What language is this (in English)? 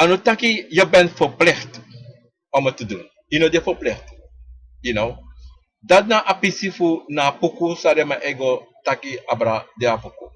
Sranan Tongo